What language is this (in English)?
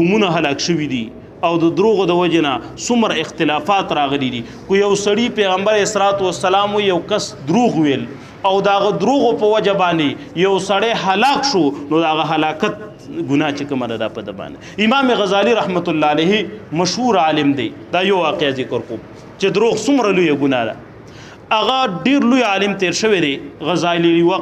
Pashto